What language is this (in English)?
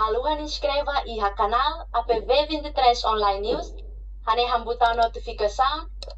Tetum